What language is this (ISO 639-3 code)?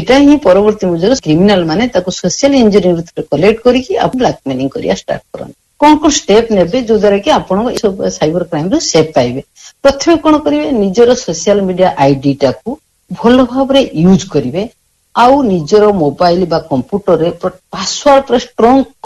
ori